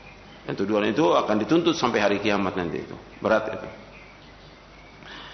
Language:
Indonesian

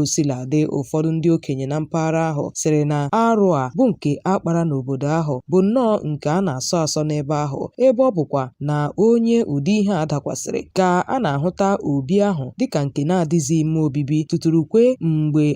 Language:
Igbo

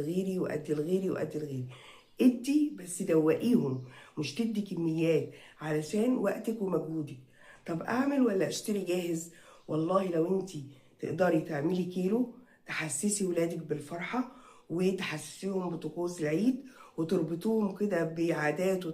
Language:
Egyptian Arabic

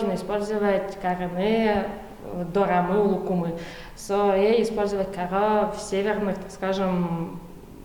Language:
Udmurt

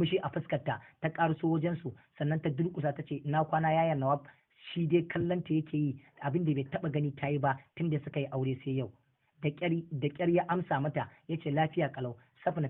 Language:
Hausa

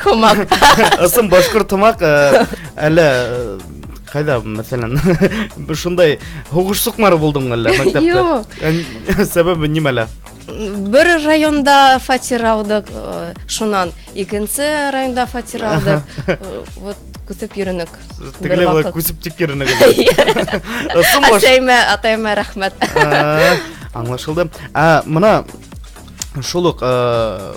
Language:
Bashkir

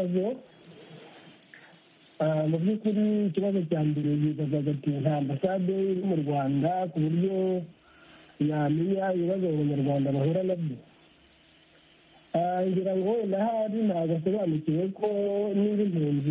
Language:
Kinyarwanda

